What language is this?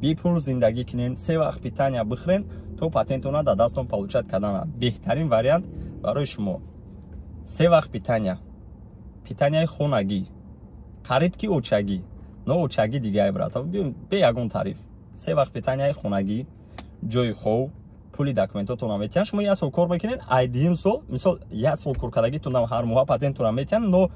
Tajik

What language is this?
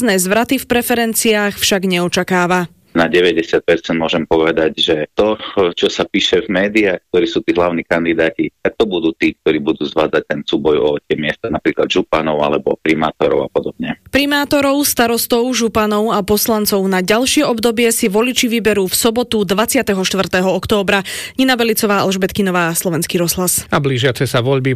Slovak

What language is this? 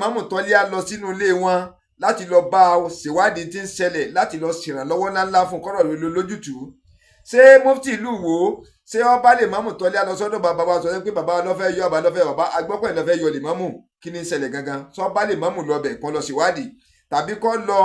Yoruba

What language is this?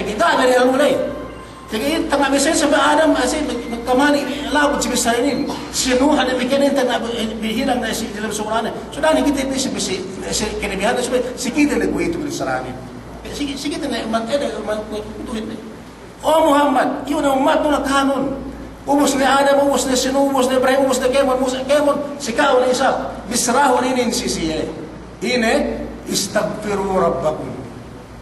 Yakan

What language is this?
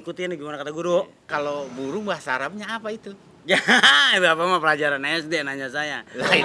Betawi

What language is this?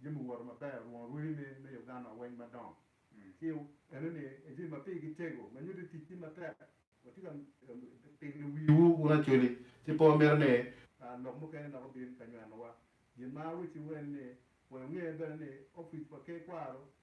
Acoli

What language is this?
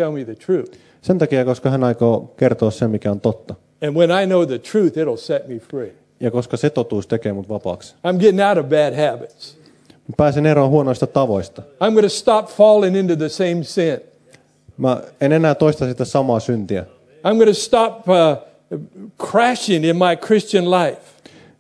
Finnish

